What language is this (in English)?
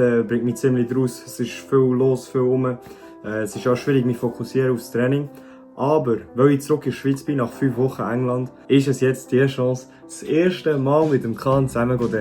Swiss German